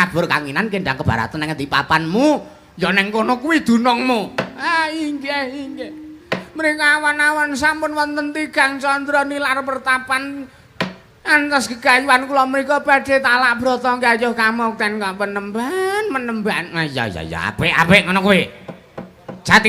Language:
Javanese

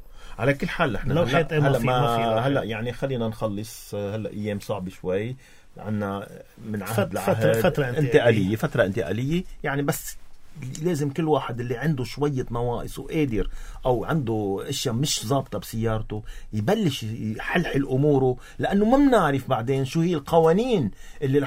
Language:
North Levantine Arabic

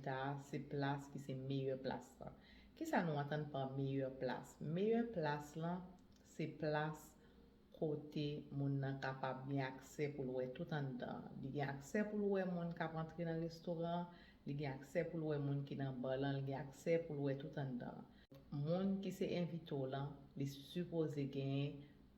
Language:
Haitian Creole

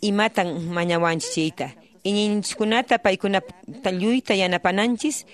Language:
Quechua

